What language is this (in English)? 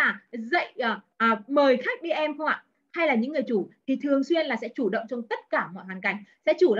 Vietnamese